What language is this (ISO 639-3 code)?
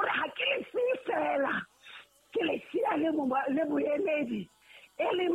sot